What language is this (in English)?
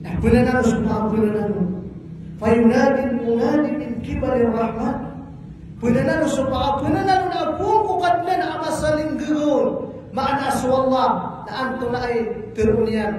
Maranao